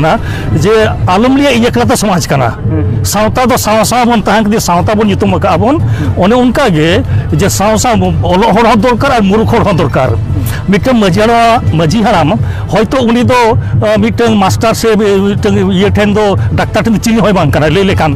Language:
Santali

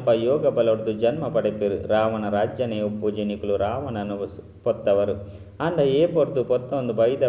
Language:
Tulu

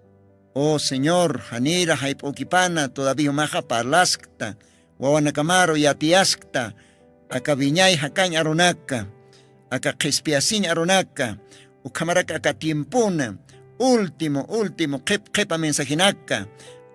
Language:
Aymara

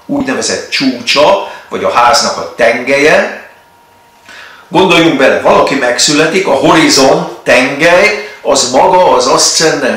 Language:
Hungarian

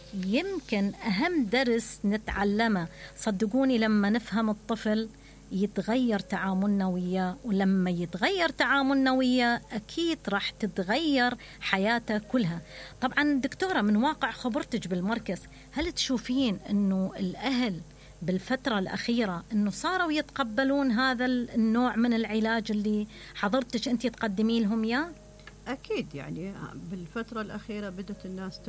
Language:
Mesopotamian Arabic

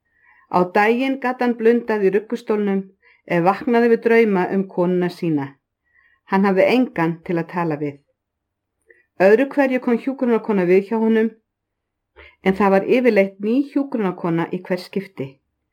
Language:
Icelandic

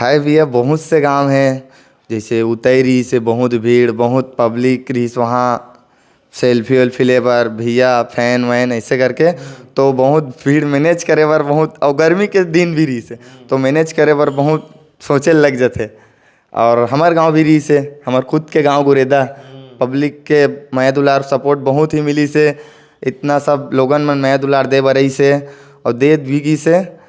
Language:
Chhattisgarhi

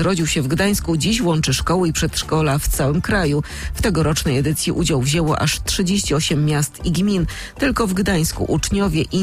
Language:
Polish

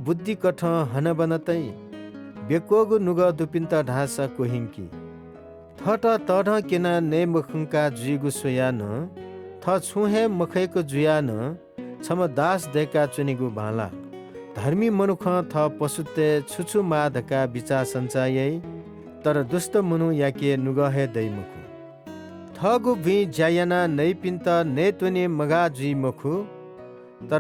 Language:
Newari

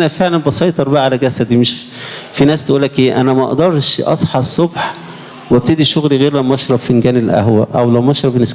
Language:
Egyptian Arabic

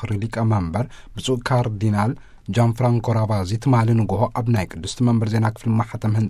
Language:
Tigrinya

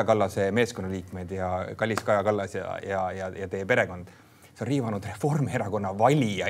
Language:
Estonian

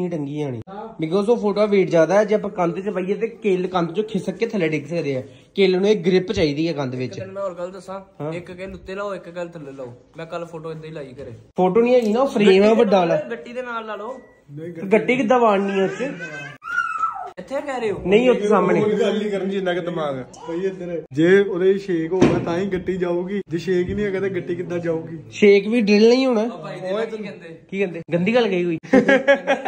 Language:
Punjabi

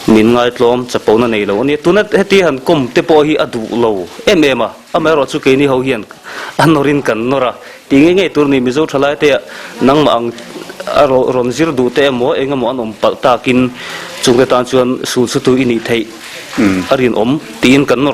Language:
Mizo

